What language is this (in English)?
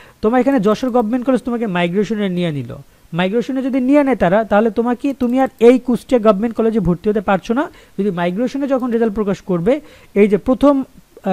Bangla